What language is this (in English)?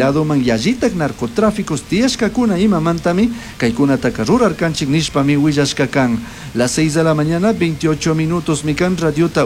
Chimborazo Highland Quichua